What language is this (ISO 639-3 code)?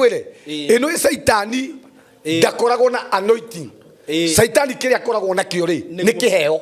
kik